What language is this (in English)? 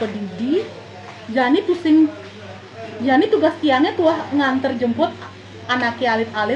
Balinese